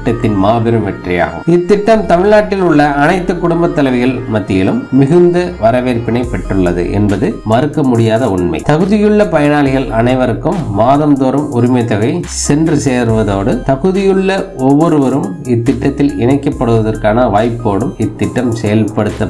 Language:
Tamil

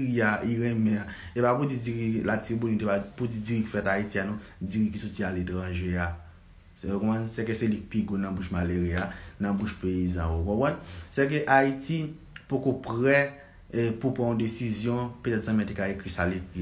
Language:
Haitian Creole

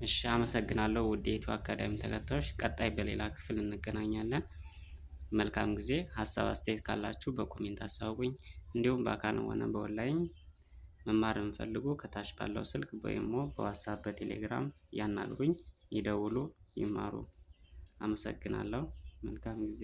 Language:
Amharic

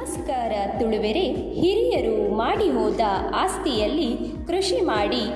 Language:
Tulu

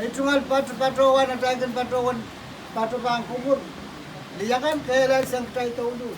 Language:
Pohnpeian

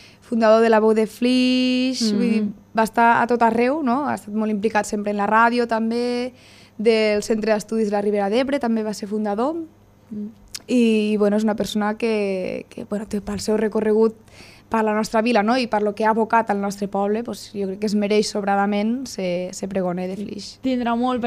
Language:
Catalan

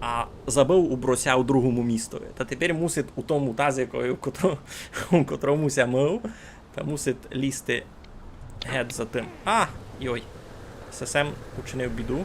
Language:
Rusyn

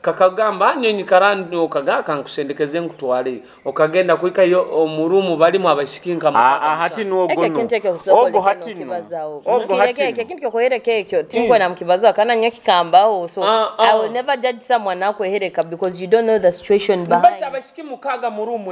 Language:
Nyoro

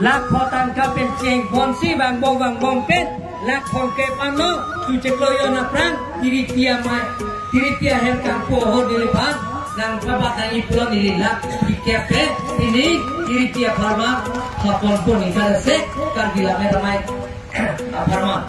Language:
Karbi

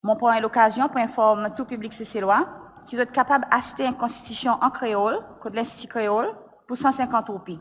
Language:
Seselwa Creole French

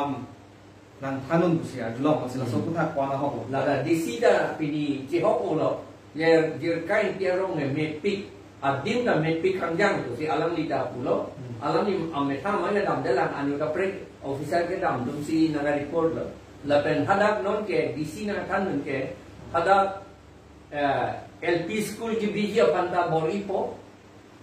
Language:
Karbi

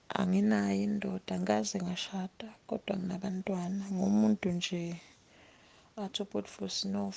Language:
Zulu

